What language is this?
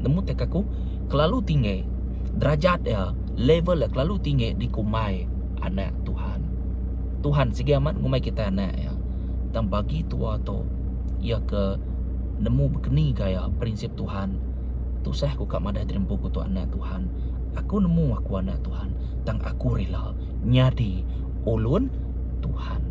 Iban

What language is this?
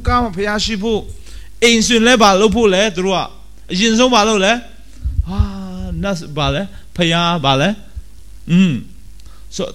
Burmese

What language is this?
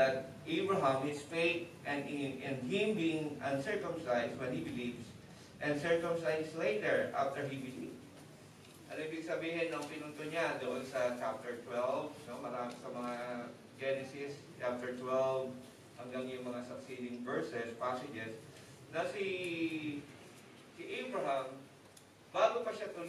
Filipino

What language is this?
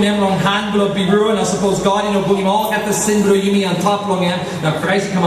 Tok Pisin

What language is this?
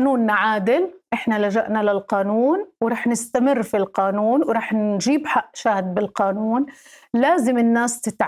North Levantine Arabic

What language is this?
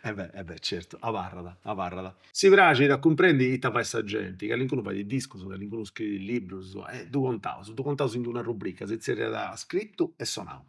Sardinian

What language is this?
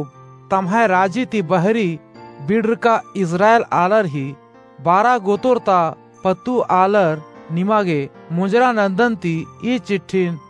Kurukh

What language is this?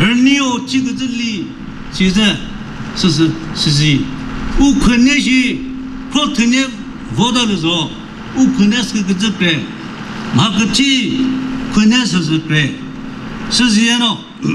Chokri Naga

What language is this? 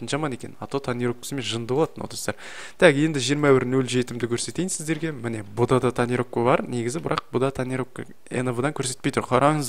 Kazakh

